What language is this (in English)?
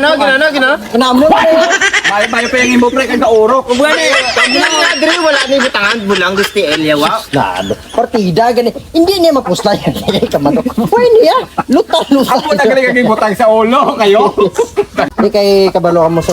Hiligaynon